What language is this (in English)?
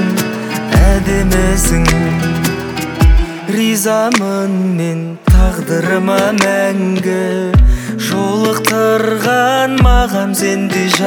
Kazakh